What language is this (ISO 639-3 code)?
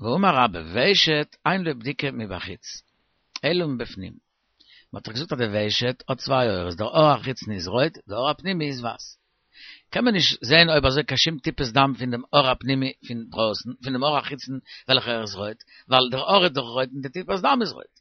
yid